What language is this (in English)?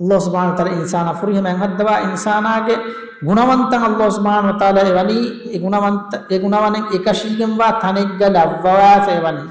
Divehi